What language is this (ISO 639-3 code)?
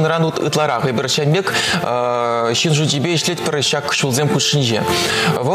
chv